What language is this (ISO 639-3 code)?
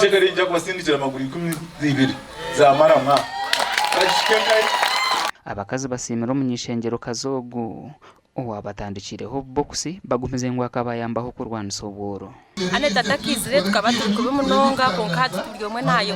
nyn